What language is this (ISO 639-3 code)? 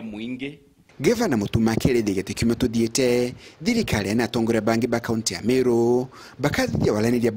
mer